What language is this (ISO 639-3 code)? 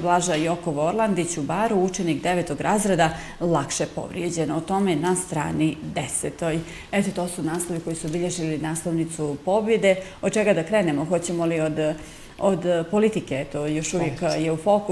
bos